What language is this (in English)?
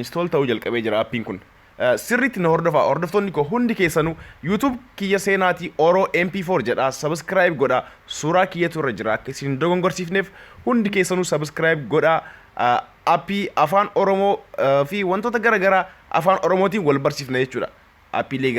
Oromo